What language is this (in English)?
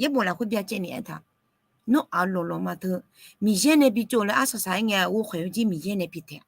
Akha